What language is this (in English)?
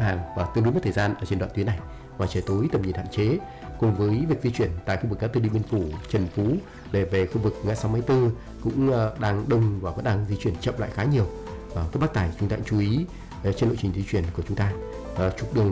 Vietnamese